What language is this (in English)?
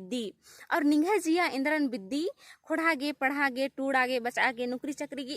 Kurukh